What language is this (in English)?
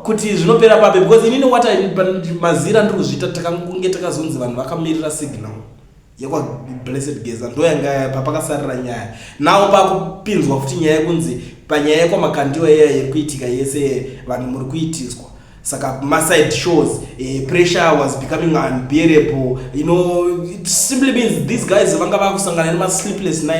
Shona